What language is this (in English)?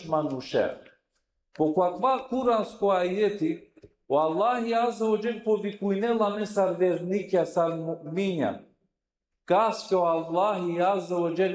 Balkan Romani